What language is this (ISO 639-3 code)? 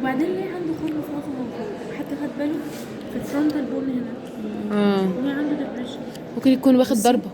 arz